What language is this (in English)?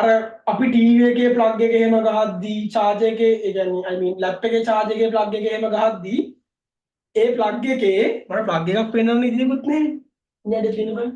Sinhala